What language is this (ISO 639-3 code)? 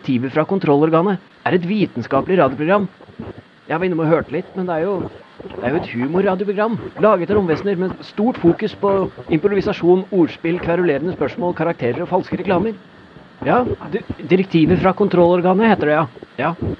nor